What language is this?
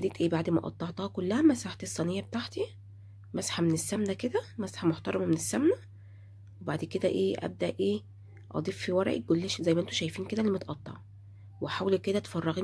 Egyptian Arabic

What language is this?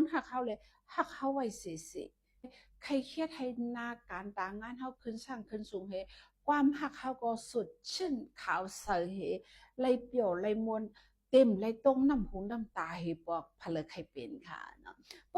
Shan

